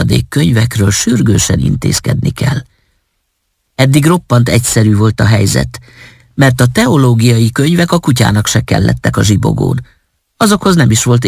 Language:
Hungarian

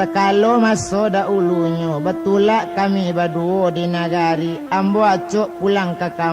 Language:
Minangkabau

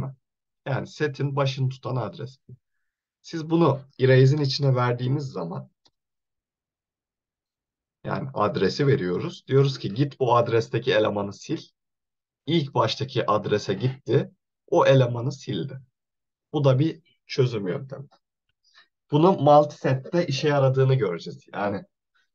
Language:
Turkish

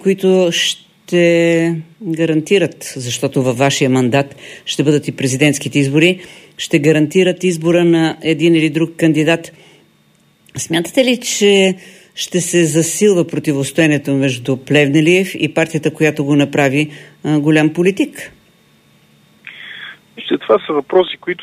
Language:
Bulgarian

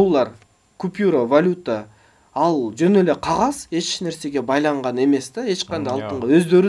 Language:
Kyrgyz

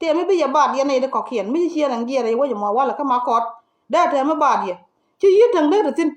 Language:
Nuer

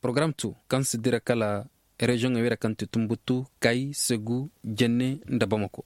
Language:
Koyraboro Senni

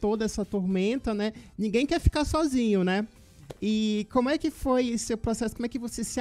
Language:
Portuguese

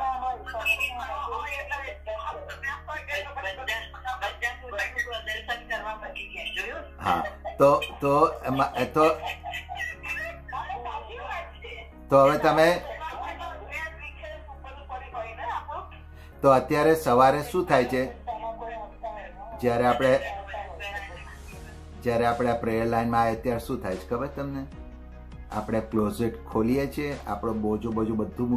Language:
Gujarati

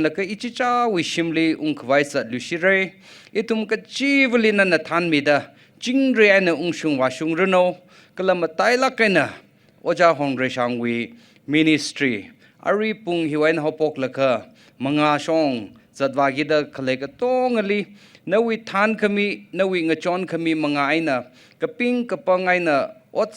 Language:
Tangkhul Naga (India)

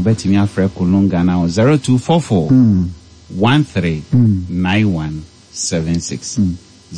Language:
Akan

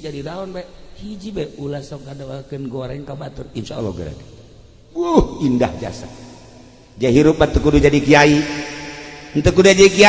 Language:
Sundanese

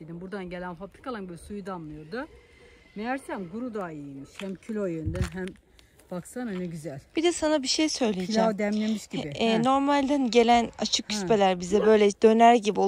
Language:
Turkish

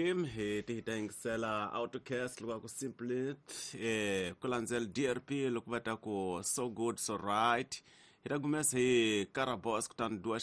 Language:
Tsonga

